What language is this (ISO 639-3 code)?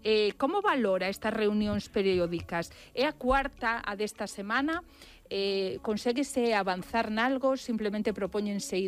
glg